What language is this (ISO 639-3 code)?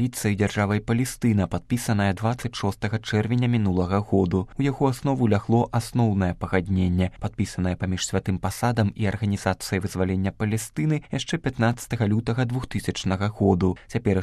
bel